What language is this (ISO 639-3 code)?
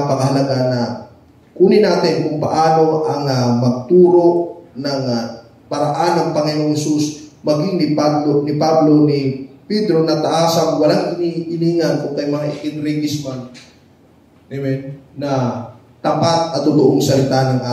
fil